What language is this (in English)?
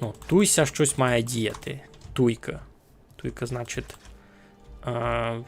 Rusyn